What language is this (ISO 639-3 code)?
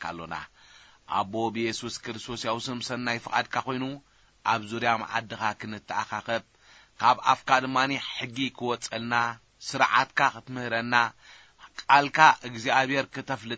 tir